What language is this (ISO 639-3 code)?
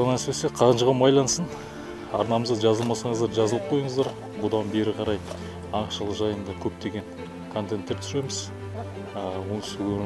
kaz